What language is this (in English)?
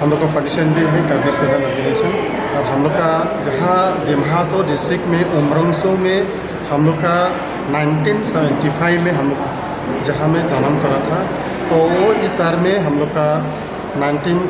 Karbi